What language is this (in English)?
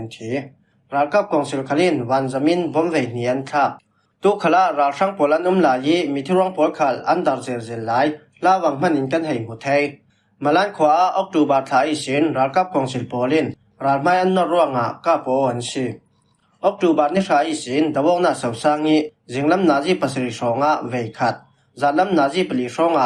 Falam Chin